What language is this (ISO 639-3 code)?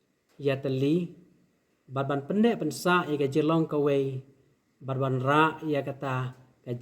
kha